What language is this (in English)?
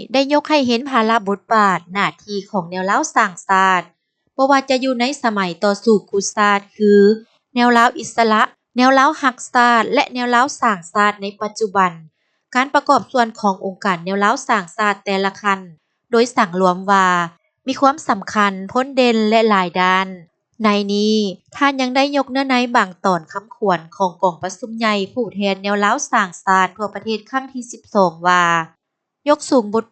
Lao